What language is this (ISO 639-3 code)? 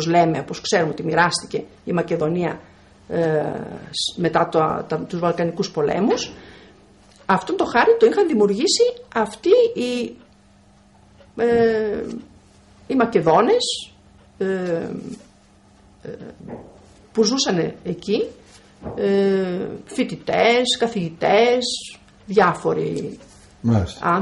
ell